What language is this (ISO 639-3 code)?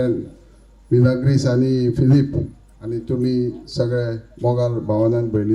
kok